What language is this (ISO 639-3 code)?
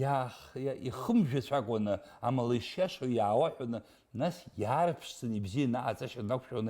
abk